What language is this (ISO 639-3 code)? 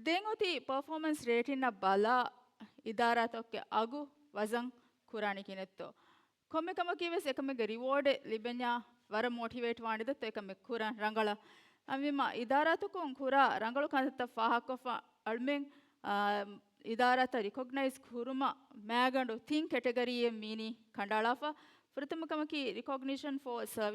div